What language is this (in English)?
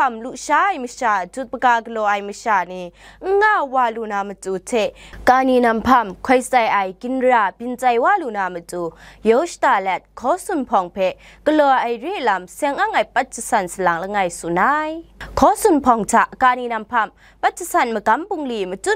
Kachin